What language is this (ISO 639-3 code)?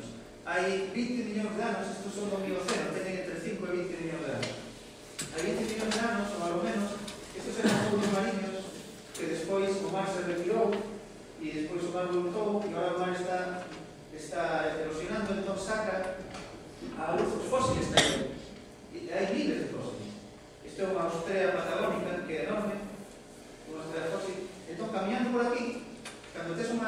glg